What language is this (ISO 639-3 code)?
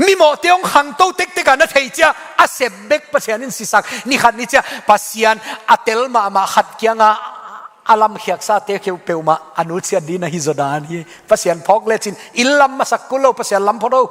ctd